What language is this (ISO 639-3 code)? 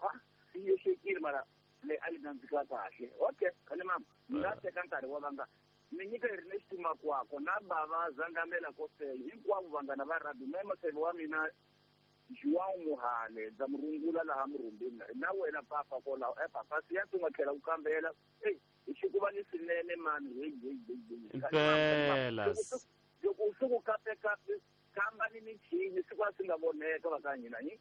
tso